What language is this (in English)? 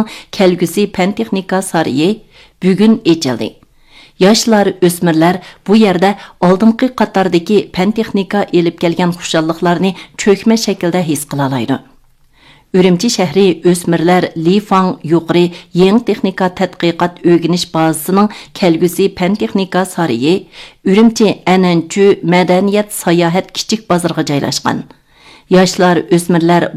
Uyghur